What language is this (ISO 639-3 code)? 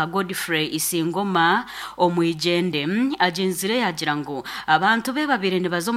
nyn